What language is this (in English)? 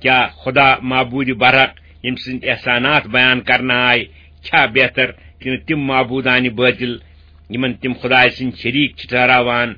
Kashmiri